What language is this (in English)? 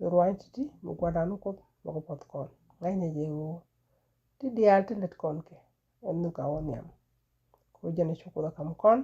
Nuer